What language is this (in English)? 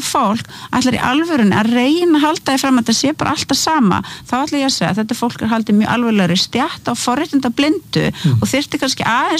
Icelandic